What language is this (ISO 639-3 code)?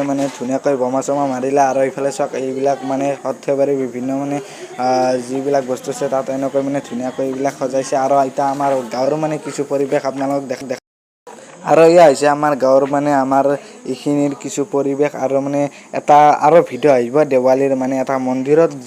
asm